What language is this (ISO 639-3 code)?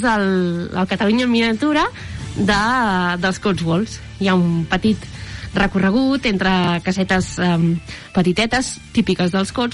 cat